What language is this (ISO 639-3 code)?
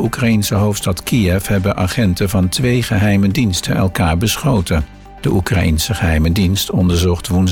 nld